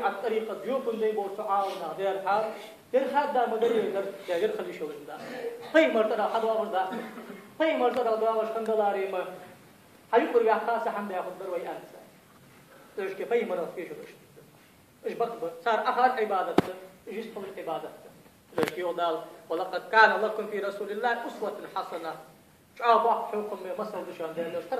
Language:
Ingush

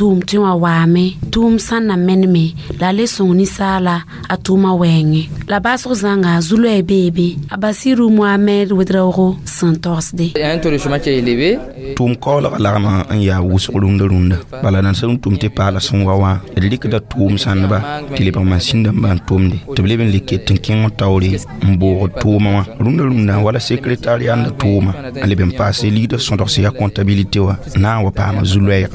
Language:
Mossi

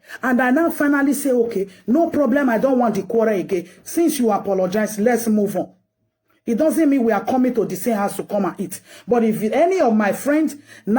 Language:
Nigerian Pidgin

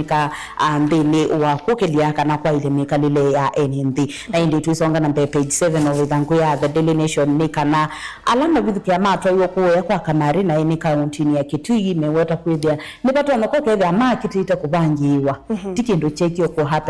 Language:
Kamba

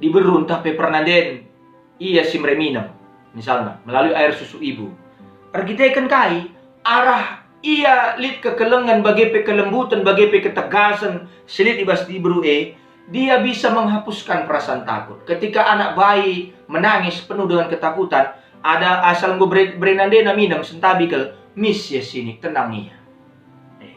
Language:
Batak Karo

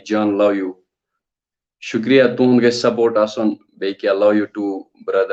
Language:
Kashmiri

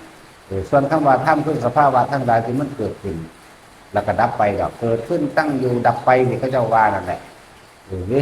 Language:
Northeastern Thai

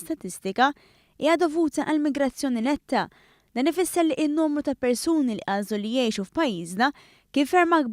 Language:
Maltese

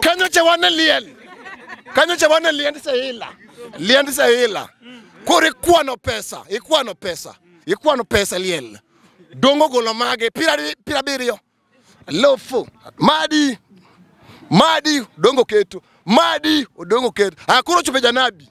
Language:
Luo (Kenya and Tanzania)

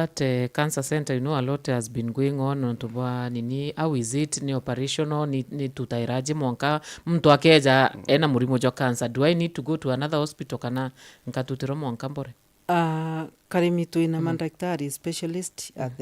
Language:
Meru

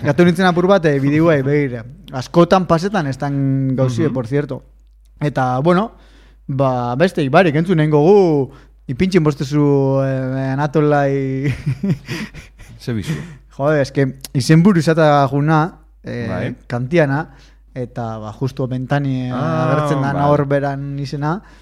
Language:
Basque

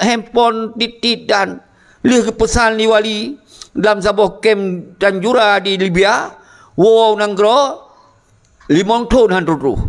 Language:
Achinese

